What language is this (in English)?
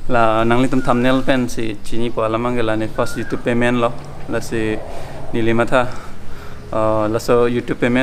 Karbi